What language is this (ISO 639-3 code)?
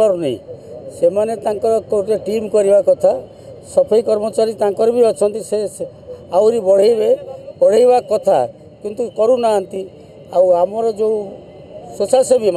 ori